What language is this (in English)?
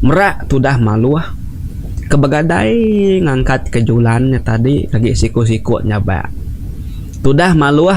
Iban